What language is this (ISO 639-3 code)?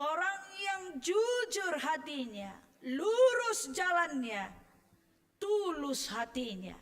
btx